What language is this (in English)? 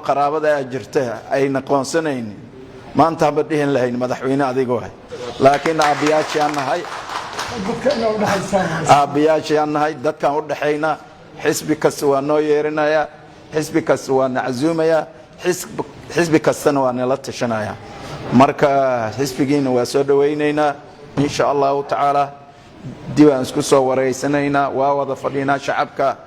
Somali